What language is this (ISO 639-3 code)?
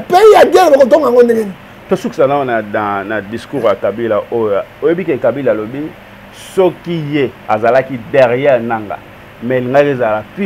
lin